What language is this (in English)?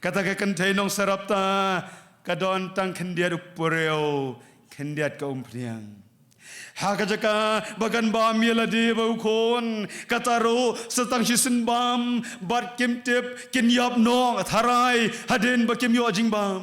Khasi